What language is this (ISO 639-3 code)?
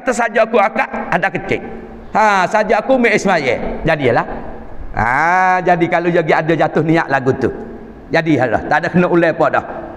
msa